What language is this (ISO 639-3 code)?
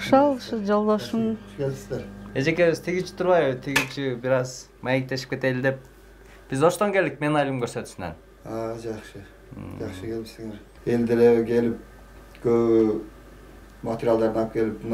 kir